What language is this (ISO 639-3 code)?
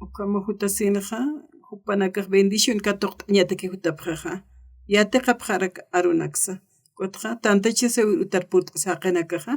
aym